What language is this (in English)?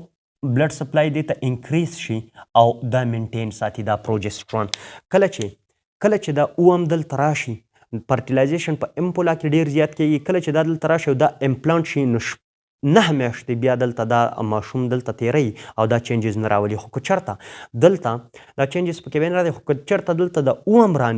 Pashto